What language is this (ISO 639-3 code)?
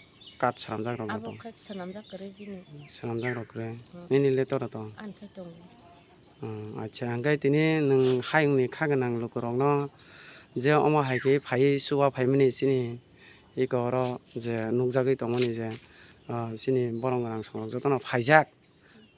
trp